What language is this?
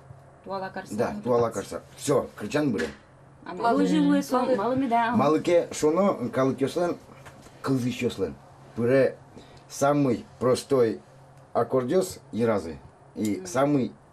Udmurt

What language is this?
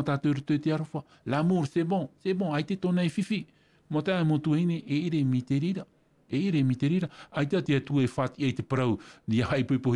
Tahitian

